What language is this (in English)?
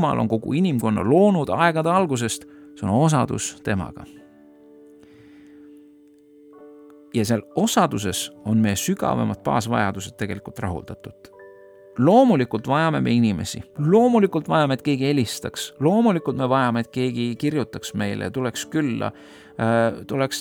Estonian